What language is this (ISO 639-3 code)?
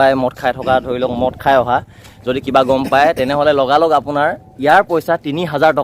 asm